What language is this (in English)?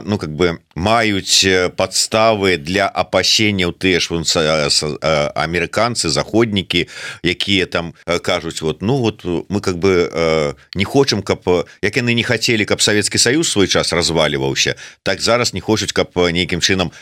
Belarusian